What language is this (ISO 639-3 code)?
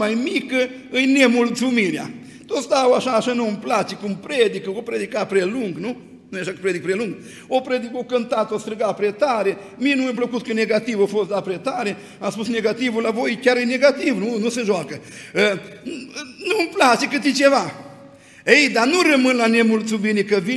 ron